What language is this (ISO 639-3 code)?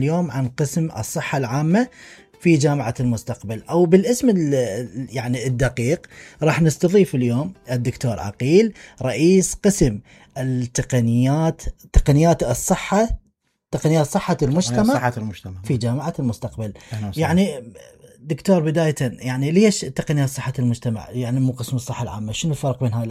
acm